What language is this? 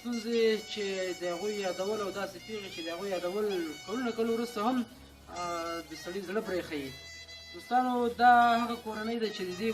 Pashto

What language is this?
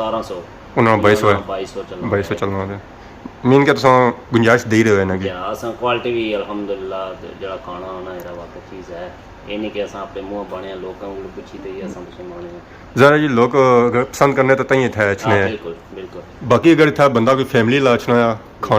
Pahari-Potwari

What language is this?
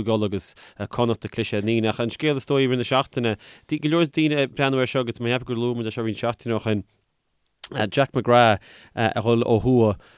Irish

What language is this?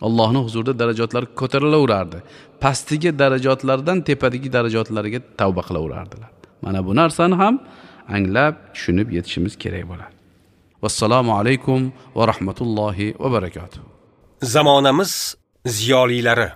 Uzbek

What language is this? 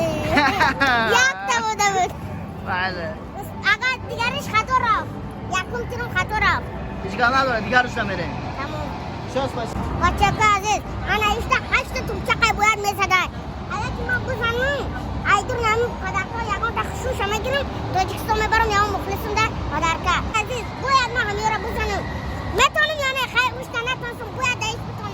Tajik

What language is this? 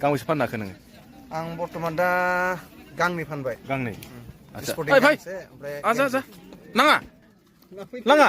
Bodo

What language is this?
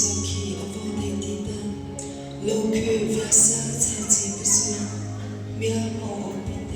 Mara Chin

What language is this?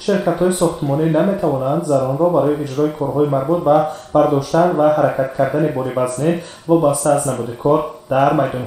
Tajik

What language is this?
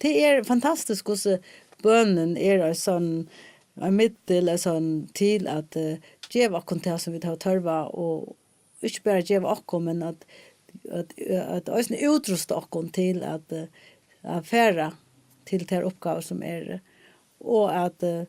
Faroese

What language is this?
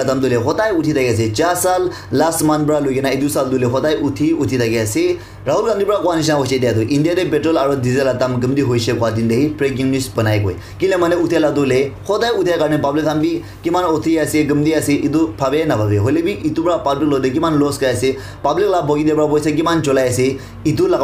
Naga Pidgin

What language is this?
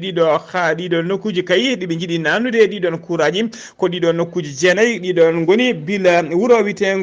Fula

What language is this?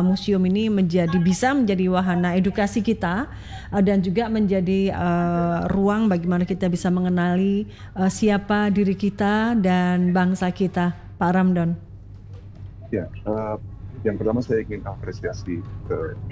Indonesian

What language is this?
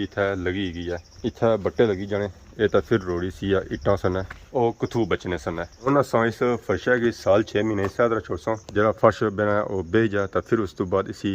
Pahari-Potwari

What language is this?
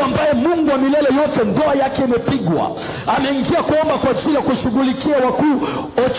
Swahili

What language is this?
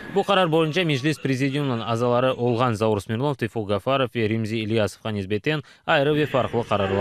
Crimean Tatar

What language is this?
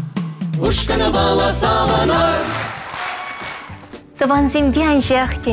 Chuvash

